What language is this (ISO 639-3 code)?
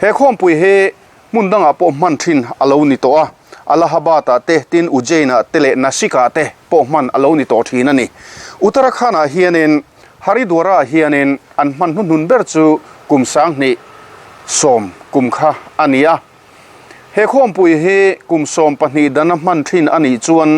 lus